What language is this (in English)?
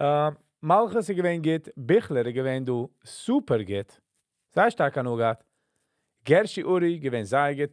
Yiddish